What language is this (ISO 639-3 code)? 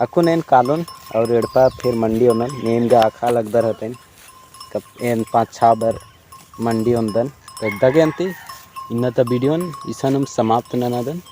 kru